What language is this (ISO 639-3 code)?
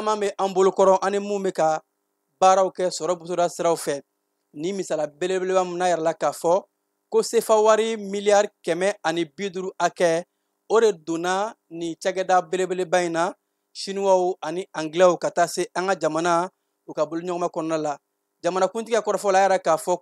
bam